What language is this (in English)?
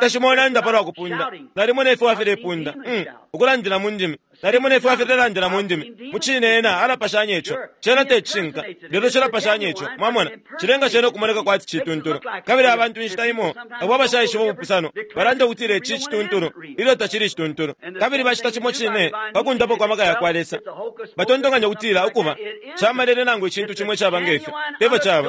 Bemba